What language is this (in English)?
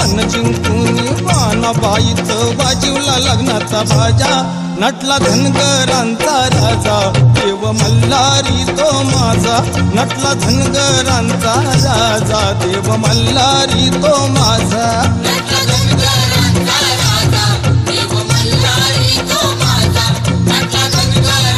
Marathi